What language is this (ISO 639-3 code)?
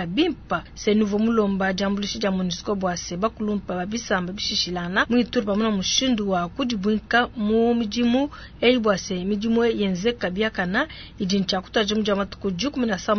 lua